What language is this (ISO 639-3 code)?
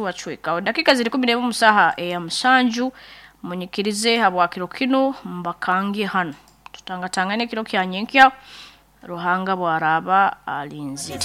nyn